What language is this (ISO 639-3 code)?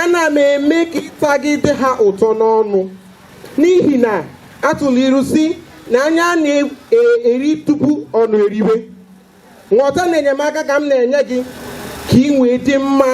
ibo